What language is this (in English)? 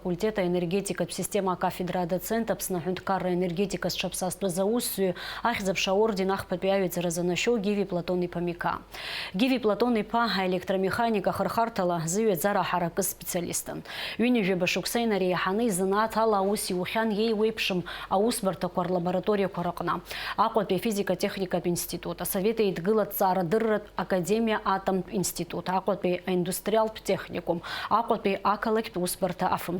Abkhazian